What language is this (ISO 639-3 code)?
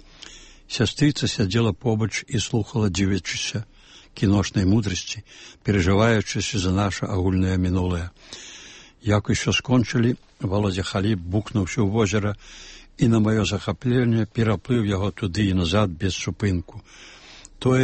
bel